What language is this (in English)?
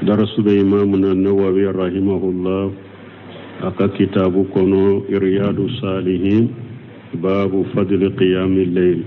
Bambara